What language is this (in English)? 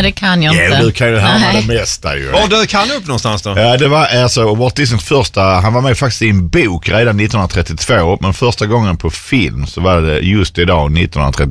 Swedish